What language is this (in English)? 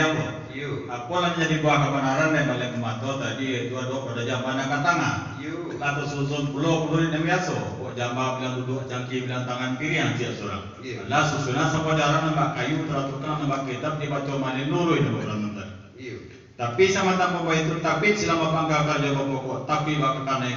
Minangkabau